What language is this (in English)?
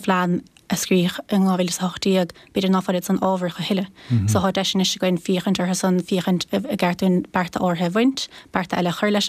Irish